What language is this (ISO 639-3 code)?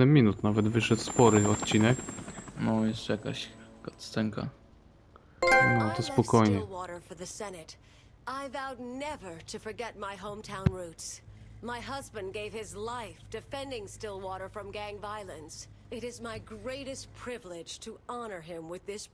pol